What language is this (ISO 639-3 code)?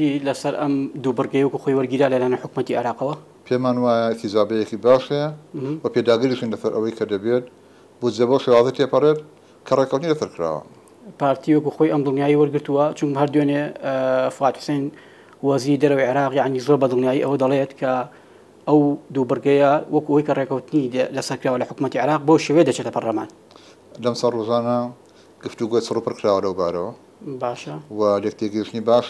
ckb